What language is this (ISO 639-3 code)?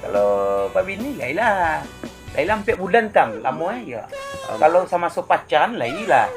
min